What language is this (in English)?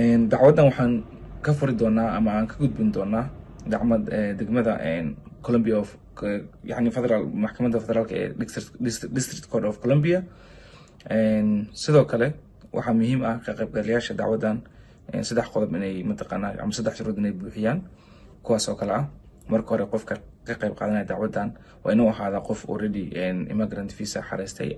Somali